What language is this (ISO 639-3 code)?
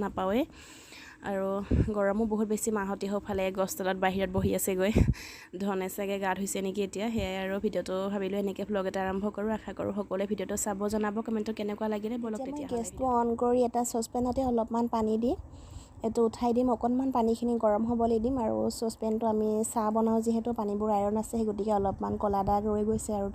asm